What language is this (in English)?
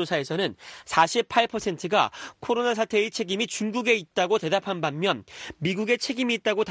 Korean